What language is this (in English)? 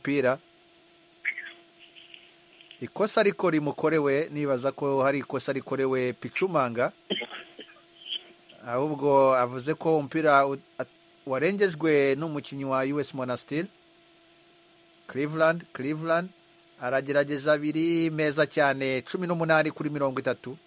Kinyarwanda